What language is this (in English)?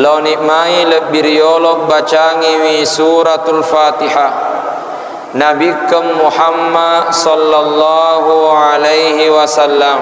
Buginese